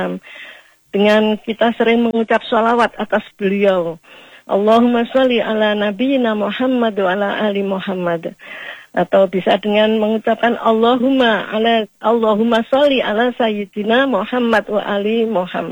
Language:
Indonesian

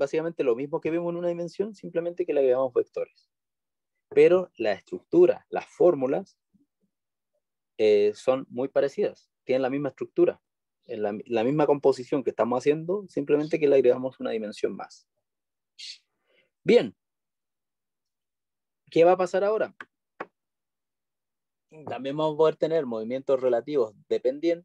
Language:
Spanish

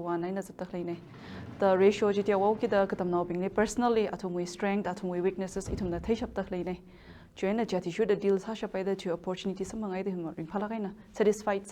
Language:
Tangkhul Naga (India)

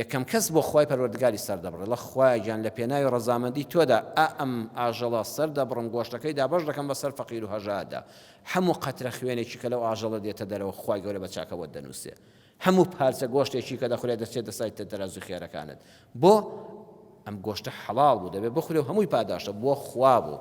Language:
Central Kurdish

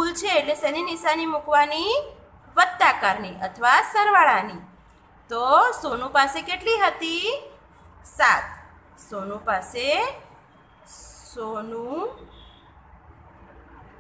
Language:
Gujarati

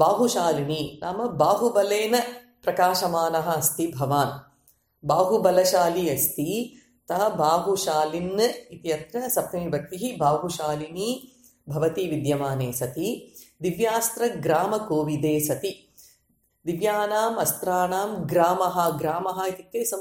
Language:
Sanskrit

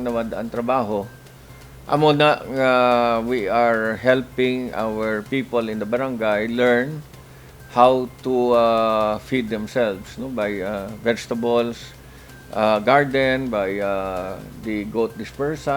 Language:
Hiligaynon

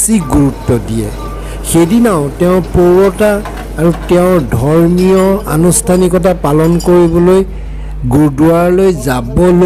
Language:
Assamese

